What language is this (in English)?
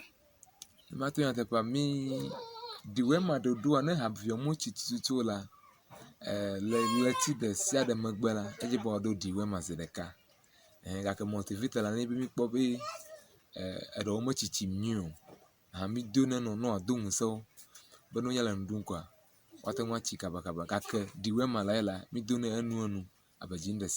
Ewe